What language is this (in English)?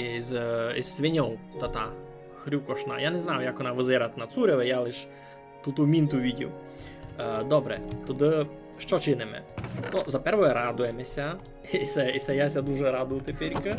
Rusyn